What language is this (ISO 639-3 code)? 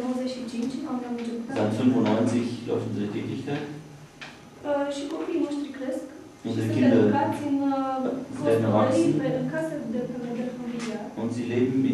ron